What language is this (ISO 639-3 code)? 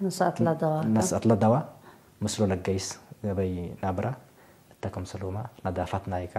tig